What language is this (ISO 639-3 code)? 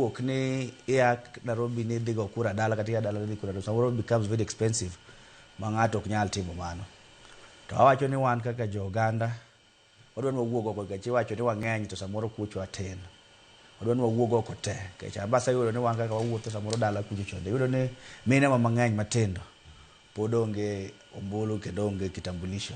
luo